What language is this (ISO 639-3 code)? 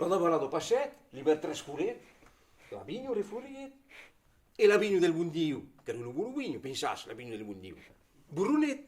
oci